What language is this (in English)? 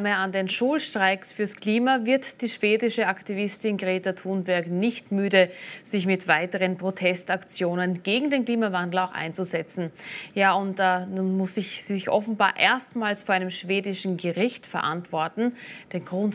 German